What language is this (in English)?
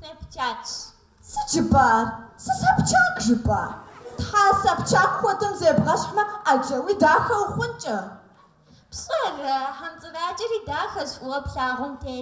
Kabardian